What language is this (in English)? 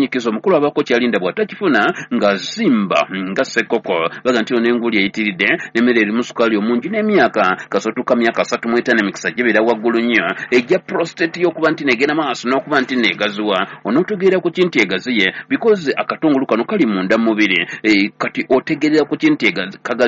Ganda